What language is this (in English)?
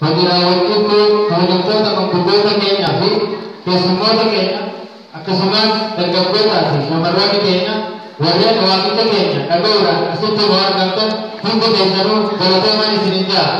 Oromo